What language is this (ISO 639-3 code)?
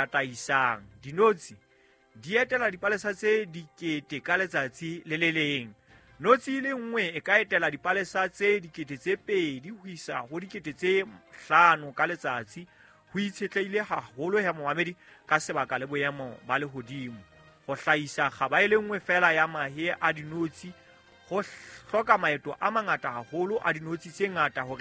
sot